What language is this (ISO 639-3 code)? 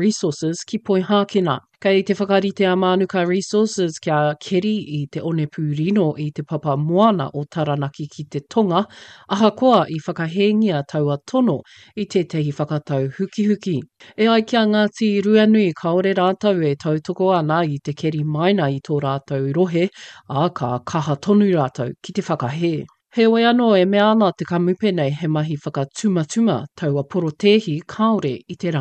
mri